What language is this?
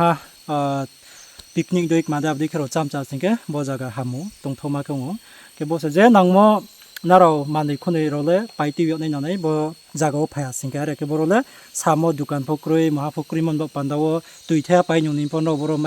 Riang (India)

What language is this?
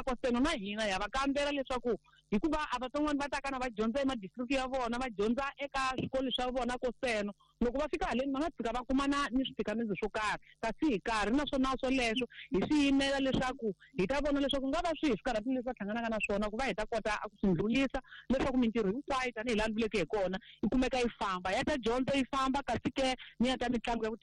Tsonga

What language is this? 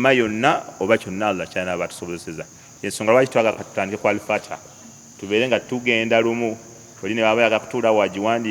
Ganda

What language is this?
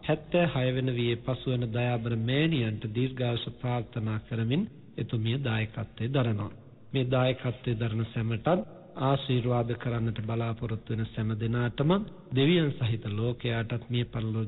Sinhala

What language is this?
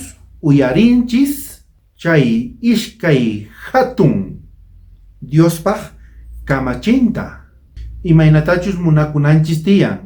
South Bolivian Quechua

